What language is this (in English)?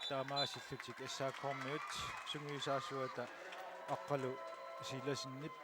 Kalaallisut